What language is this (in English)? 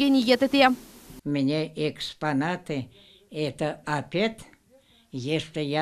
Crimean Tatar